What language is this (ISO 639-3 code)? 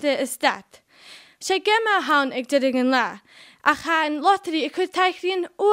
gla